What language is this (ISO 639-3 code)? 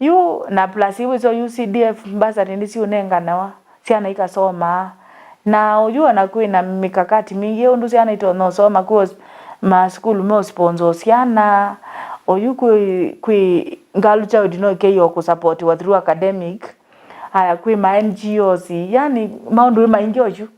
kam